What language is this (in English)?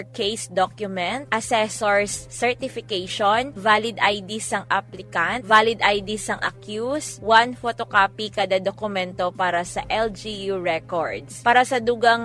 Hiligaynon